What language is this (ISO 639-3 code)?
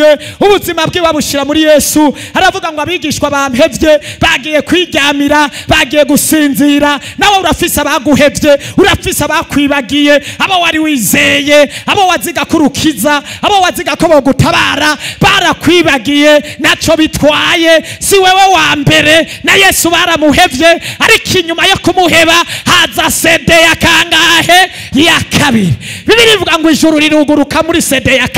run